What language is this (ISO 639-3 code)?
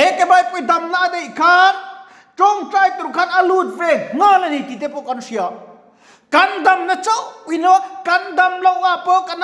lus